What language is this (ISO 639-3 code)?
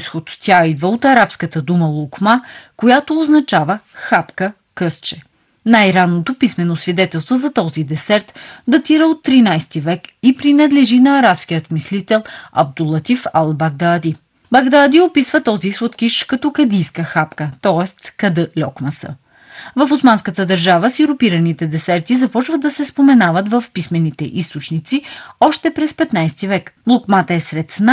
bul